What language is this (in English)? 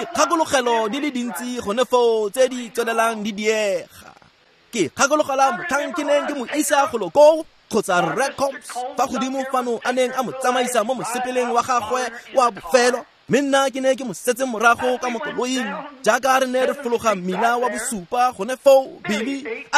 Tswana